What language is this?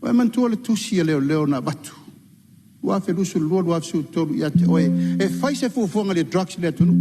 Samoan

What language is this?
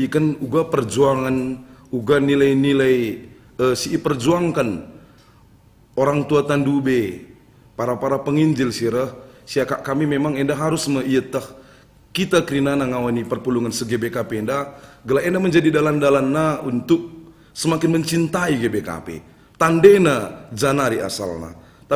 Batak Karo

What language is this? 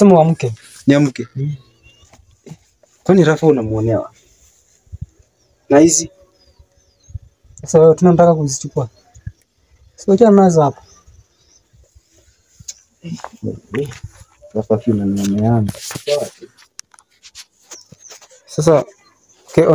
Swahili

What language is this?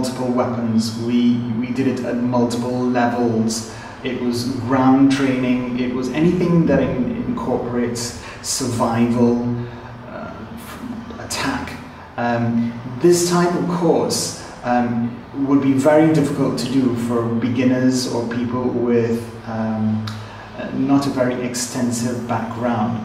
English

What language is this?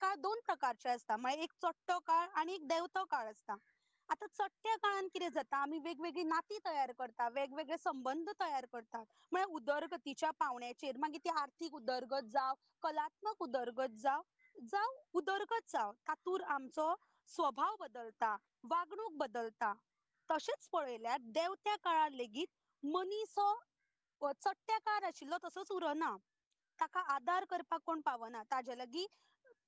Konkani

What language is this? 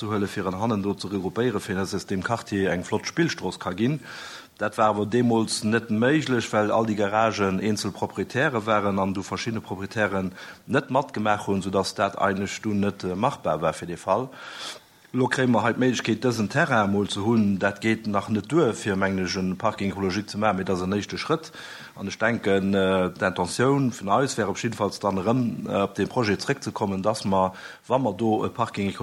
Luxembourgish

